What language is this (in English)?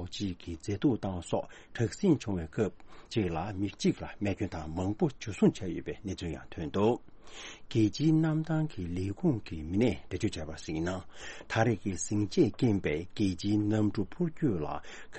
Tibetan